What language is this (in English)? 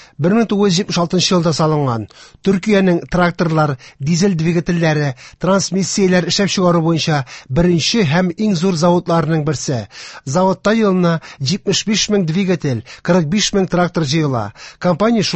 Tatar